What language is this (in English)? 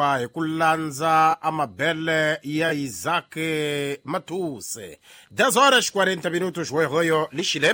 Tsonga